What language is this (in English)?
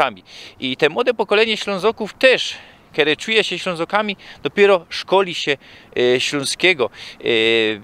Silesian